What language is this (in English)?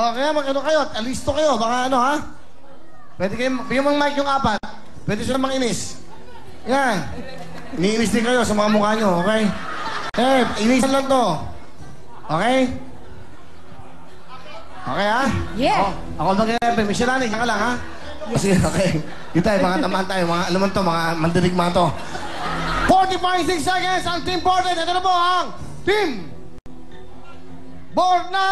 Filipino